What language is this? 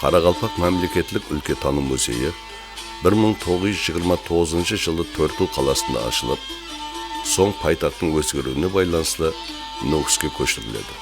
Kara-Kalpak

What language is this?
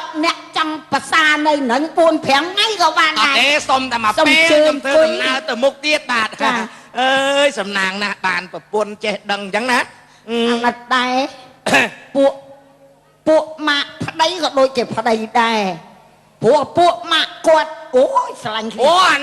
Khmer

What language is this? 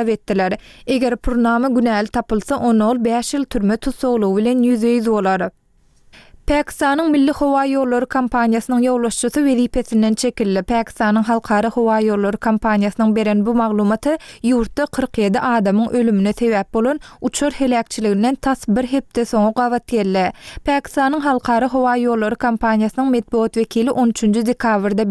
Turkmen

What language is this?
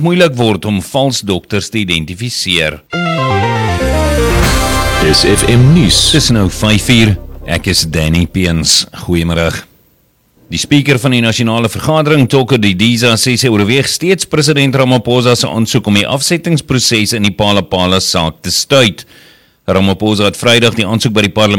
Afrikaans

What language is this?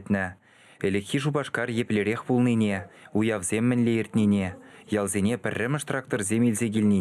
Chuvash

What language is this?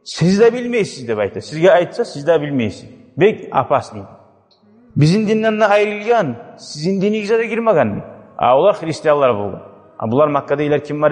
Kumyk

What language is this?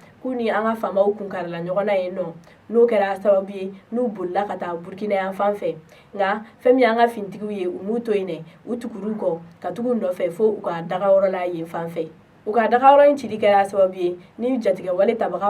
Bambara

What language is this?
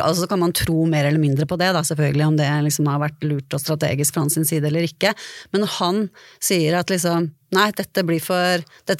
Norwegian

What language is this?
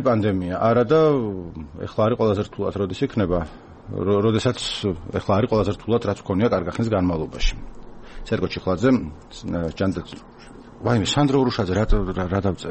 Georgian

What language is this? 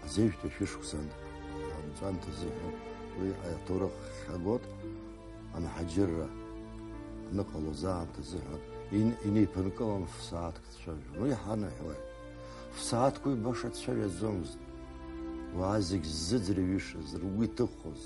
Abkhazian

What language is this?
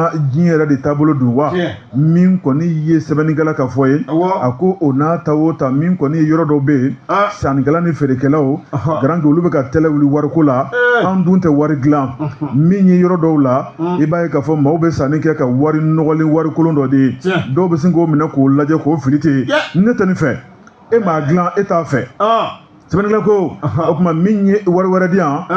Bambara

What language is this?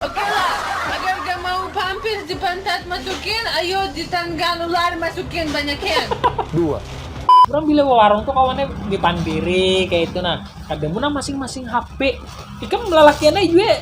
Banjar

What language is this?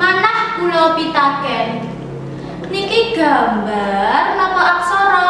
Javanese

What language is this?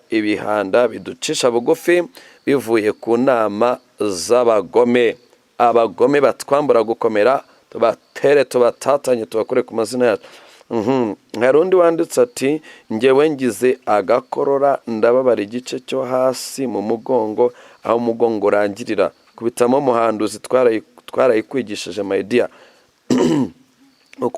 Kinyarwanda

